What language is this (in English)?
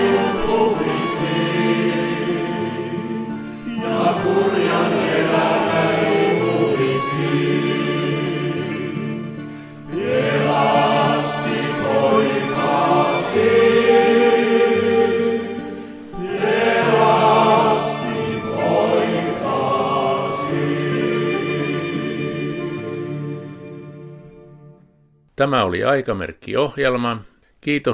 Finnish